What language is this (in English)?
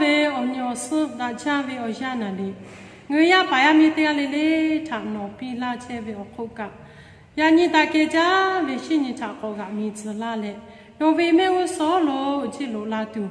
Lahu